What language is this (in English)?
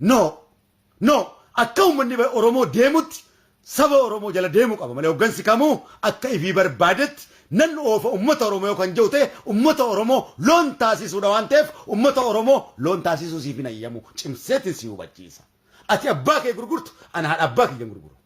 Oromo